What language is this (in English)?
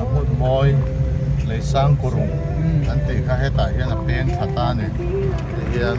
Mizo